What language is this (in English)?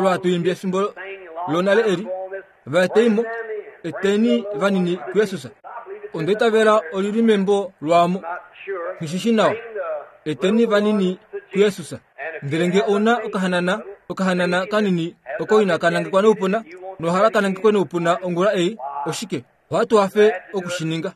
Kuanyama